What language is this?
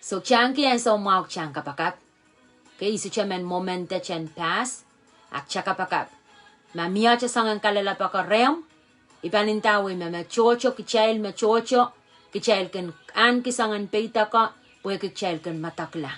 Pohnpeian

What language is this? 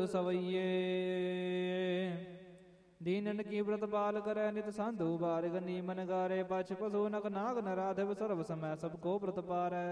Punjabi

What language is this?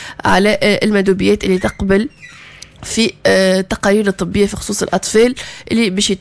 Tunisian Arabic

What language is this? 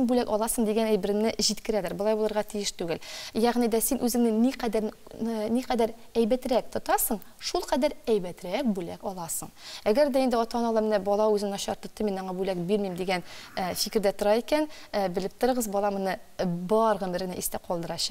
Tatar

